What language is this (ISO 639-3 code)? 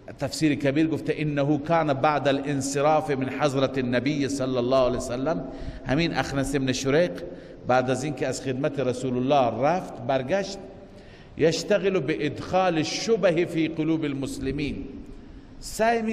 fas